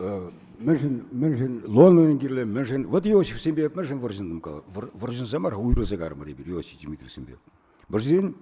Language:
Chuvash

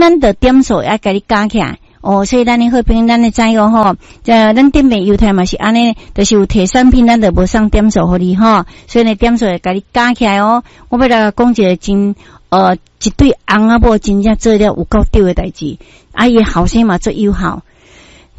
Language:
Min Nan Chinese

